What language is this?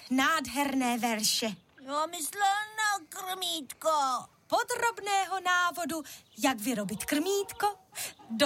Czech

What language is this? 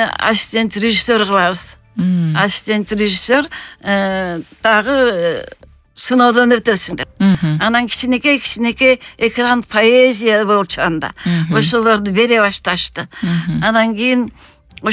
Kyrgyz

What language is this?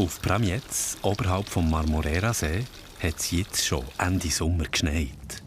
Swiss German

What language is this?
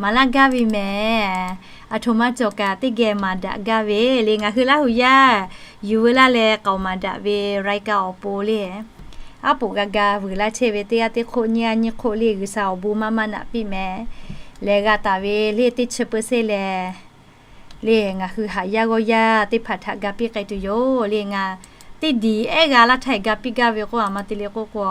Lahu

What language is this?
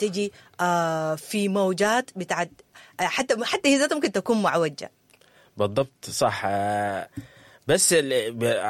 Sudanese Arabic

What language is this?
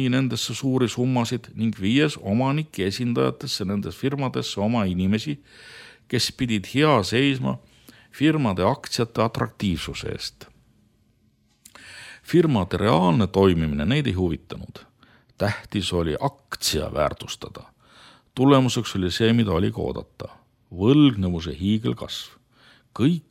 Estonian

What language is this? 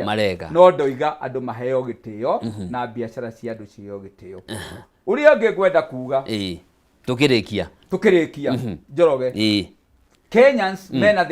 Kikuyu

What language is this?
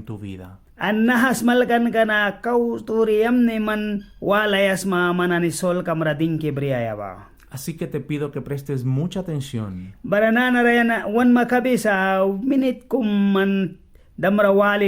Mískito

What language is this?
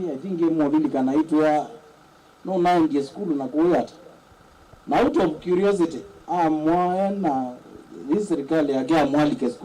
Kamba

